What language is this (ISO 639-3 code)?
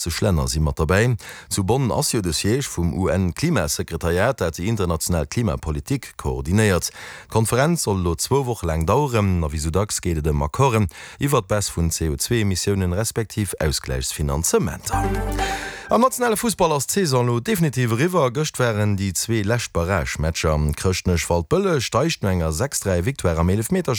ltz